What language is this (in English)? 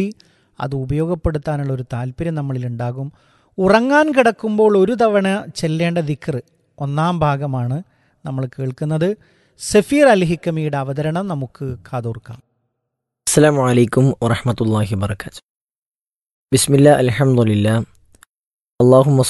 Malayalam